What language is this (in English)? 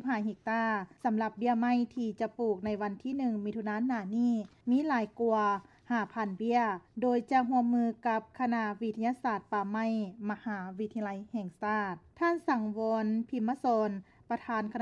Lao